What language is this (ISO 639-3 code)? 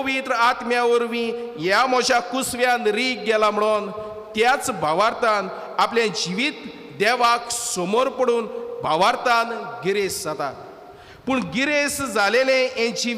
kok